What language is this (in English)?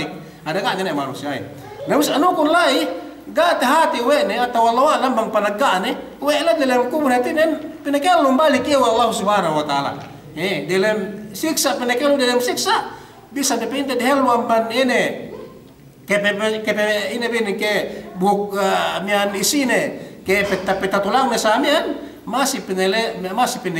Yakan